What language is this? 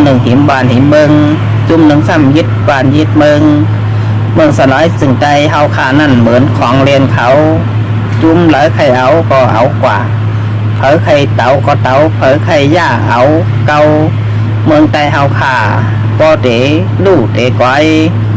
Shan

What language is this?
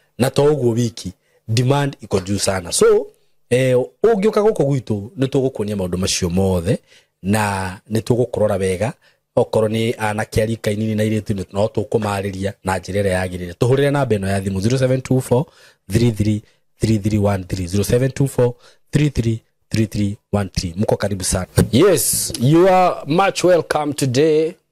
Kikuyu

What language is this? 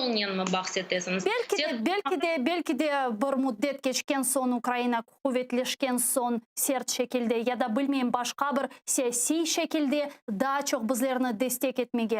Crimean Tatar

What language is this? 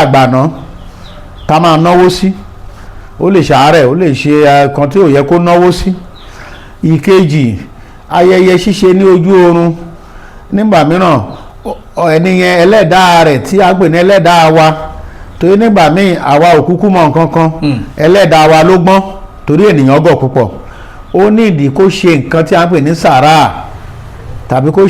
Yoruba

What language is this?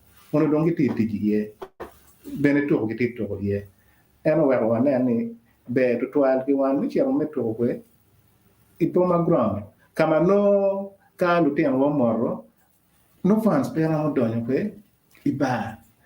Acoli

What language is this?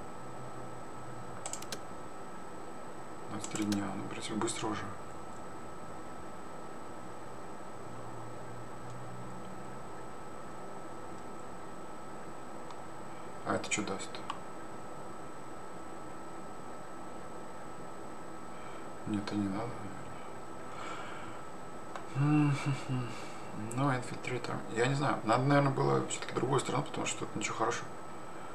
Russian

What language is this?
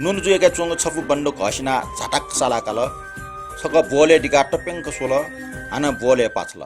Newari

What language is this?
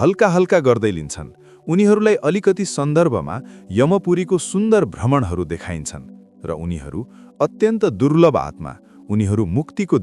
Nepali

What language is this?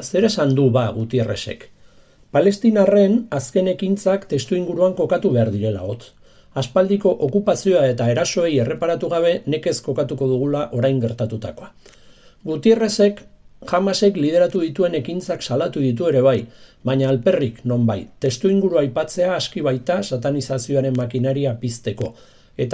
Basque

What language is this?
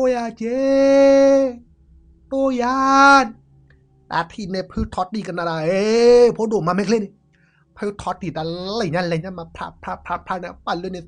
S'gaw Karen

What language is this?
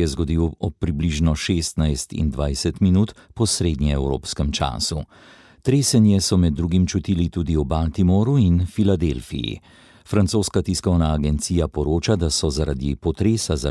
Slovenian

